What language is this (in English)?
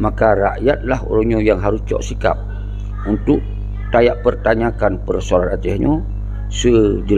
Achinese